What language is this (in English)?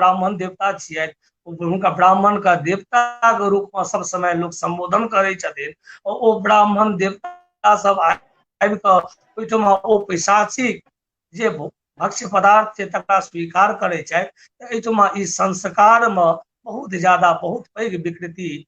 Maithili